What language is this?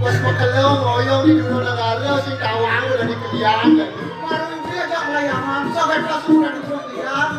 Balinese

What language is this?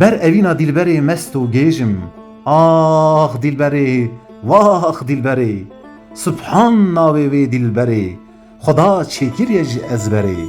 Kurdish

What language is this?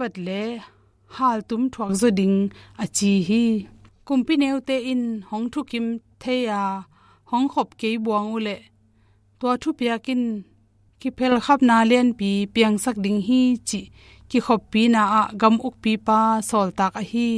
Tedim Chin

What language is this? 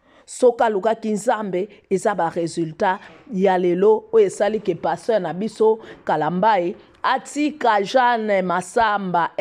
Lingala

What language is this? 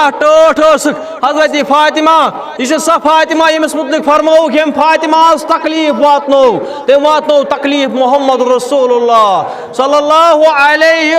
Kashmiri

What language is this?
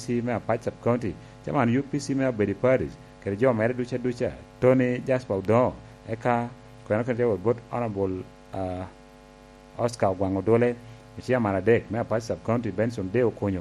Lango (Uganda)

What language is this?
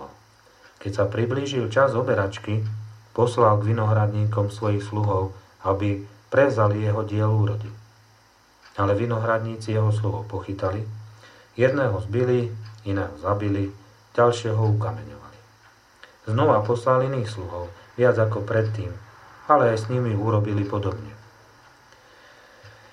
Slovak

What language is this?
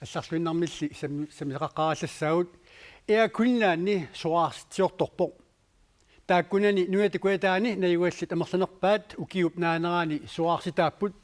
Kalaallisut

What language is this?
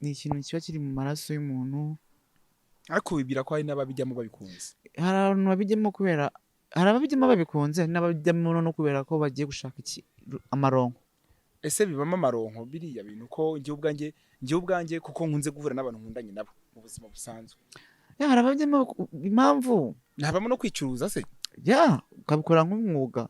Kinyarwanda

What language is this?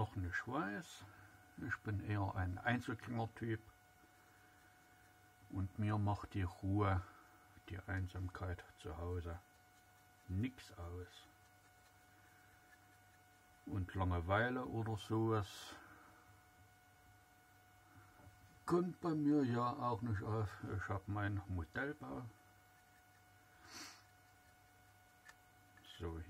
German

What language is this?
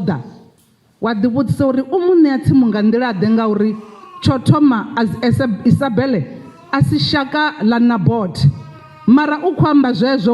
Venda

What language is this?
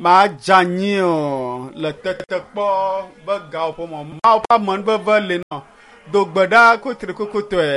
Ewe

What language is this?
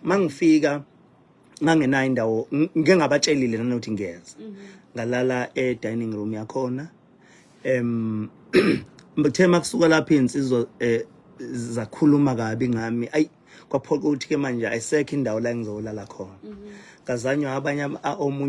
Zulu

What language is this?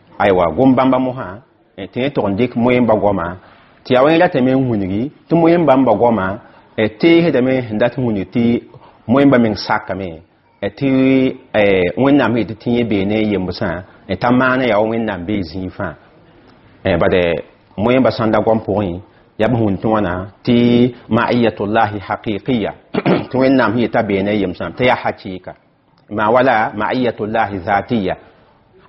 Mossi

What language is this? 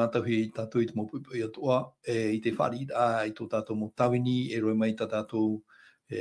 Tahitian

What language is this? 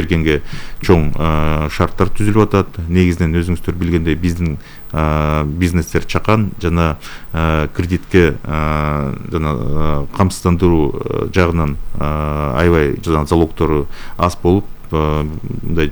Kyrgyz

